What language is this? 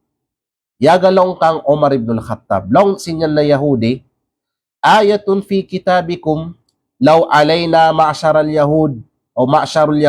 Kalagan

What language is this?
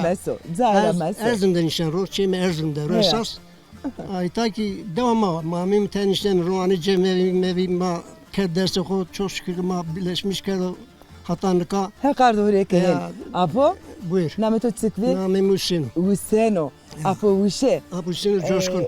Zaza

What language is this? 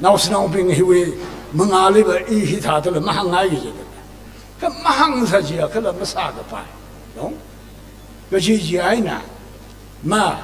Tangkhul Naga (India)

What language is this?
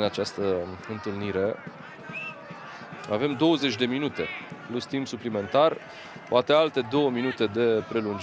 Romanian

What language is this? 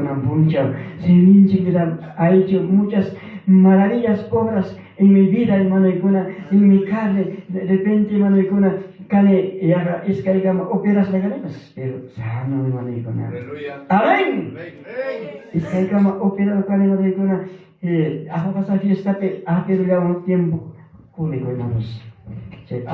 Ayacucho Quechua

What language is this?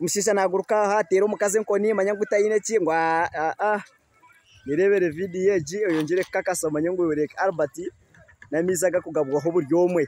Nyankole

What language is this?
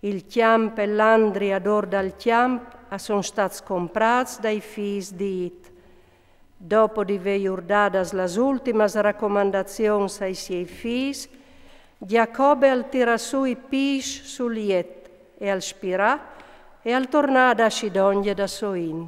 Friulian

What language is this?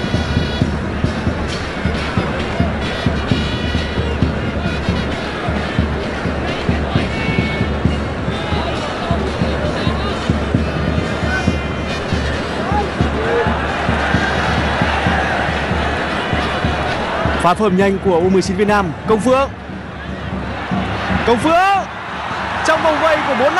Vietnamese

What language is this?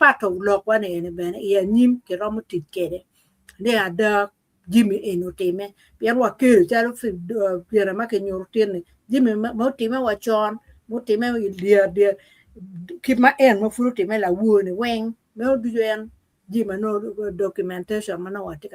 Acoli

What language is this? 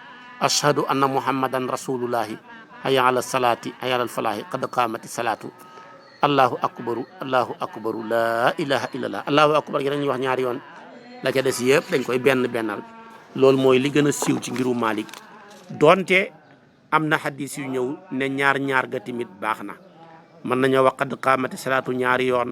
Wolof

